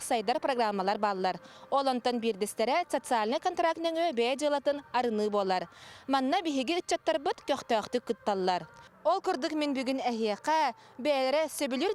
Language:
Yakut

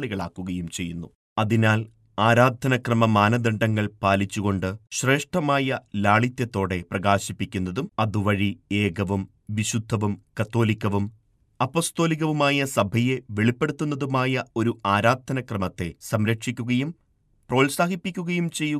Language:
Malayalam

